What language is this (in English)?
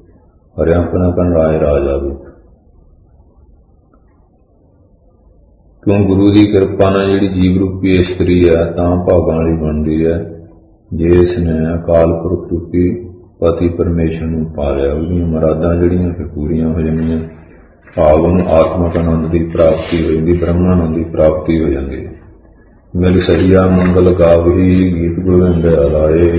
Punjabi